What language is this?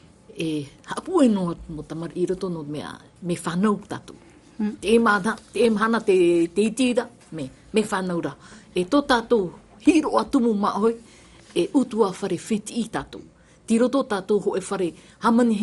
Tahitian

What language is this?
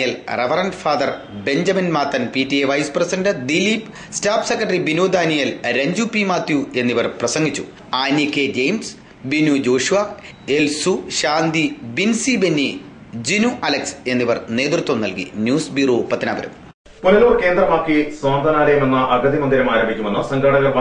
Malayalam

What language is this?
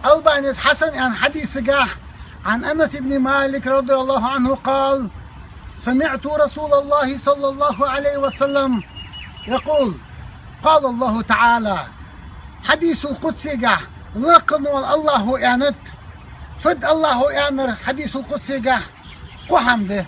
Chechen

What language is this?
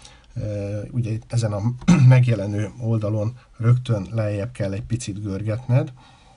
Hungarian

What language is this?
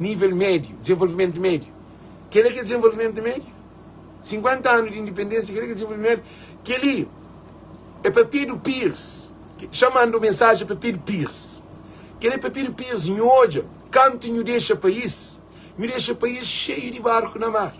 Kabuverdianu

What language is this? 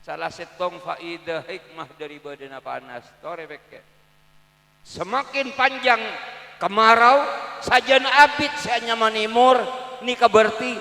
Madurese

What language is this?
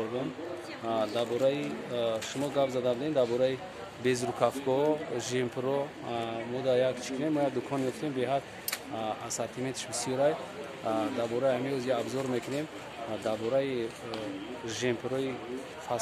Tajik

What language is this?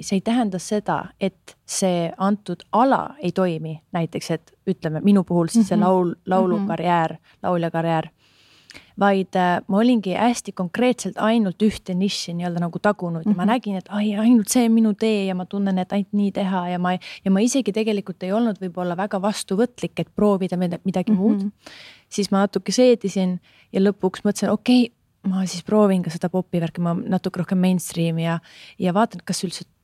Estonian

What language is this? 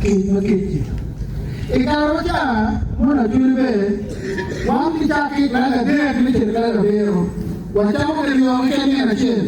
Acoli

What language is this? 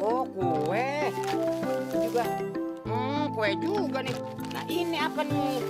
Betawi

